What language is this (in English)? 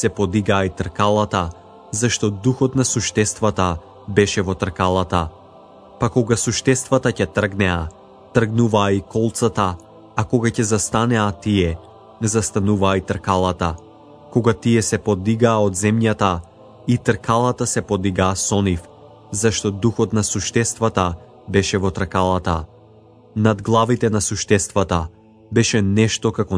Macedonian